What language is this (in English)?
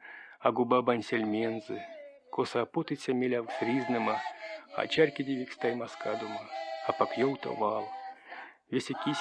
Erzya